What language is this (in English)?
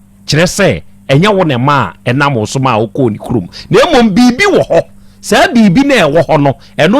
Akan